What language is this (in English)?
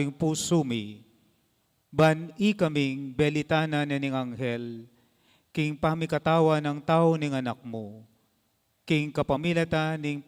Pampanga